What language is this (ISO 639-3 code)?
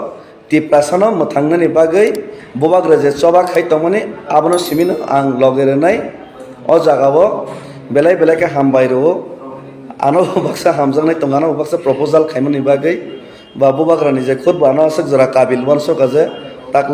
trp